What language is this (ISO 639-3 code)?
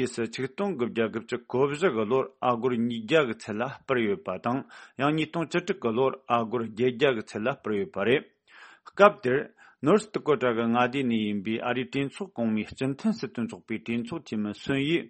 bod